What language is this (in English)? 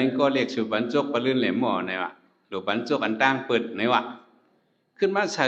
Shan